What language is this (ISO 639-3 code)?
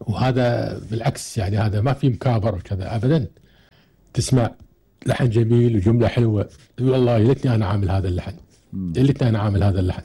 afb